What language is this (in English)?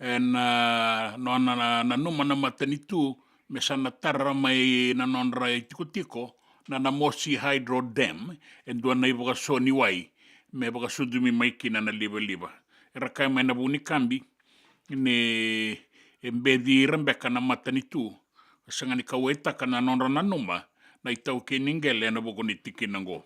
Fijian